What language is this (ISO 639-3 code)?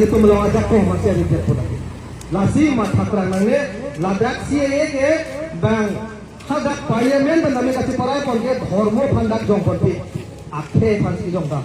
mjw